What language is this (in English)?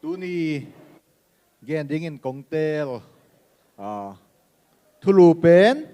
Tedim Chin